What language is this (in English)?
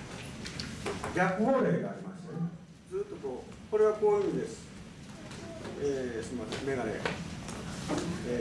Japanese